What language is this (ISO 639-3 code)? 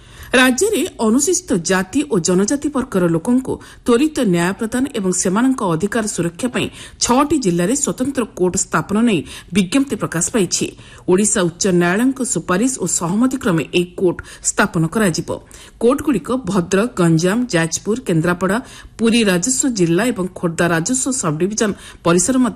ori